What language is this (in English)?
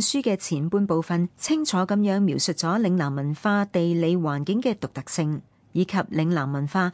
Cantonese